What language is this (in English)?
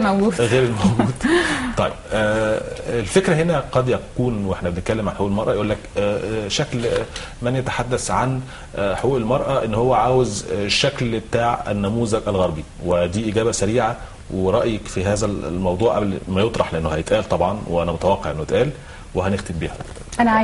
Egyptian Arabic